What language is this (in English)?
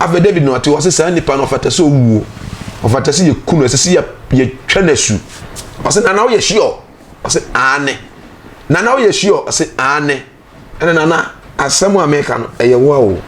Akan